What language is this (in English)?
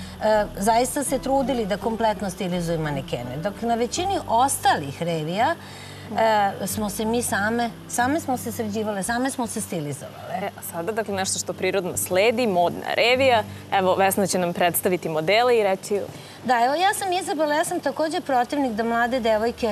Serbian